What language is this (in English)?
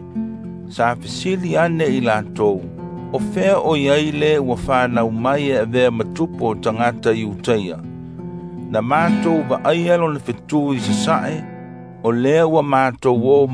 Samoan